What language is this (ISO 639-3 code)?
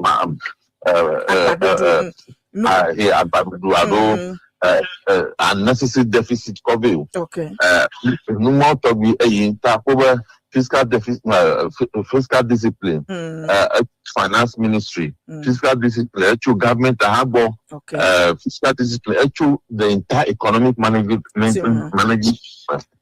ewe